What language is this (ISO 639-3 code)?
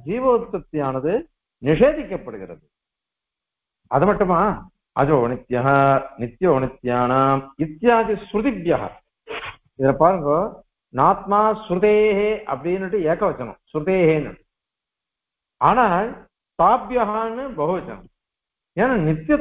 tam